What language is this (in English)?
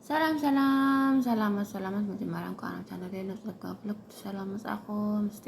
Tigrinya